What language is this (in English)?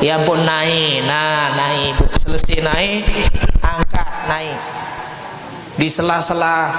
Sasak